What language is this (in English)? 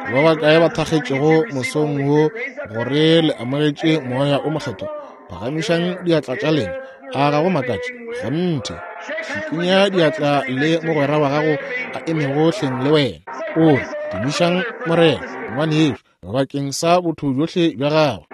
Northern Sotho